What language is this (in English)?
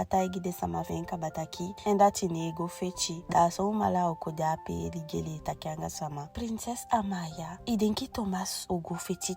Eastern Maroon Creole